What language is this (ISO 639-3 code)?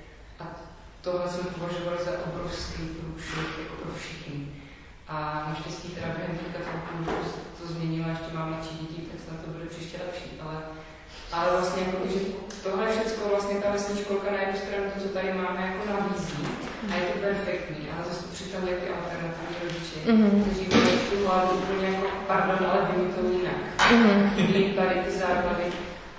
ces